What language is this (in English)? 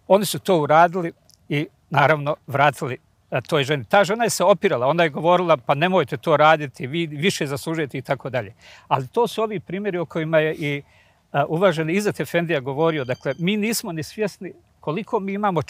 Bosnian